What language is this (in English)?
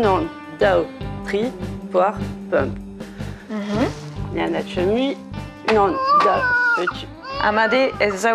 Breton